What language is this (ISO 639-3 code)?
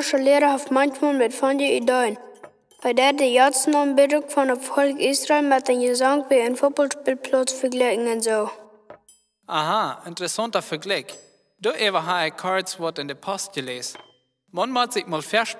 pdt